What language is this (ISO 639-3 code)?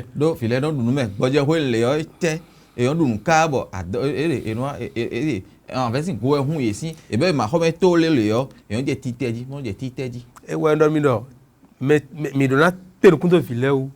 fon